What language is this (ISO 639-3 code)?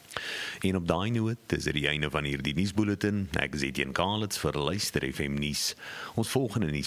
afr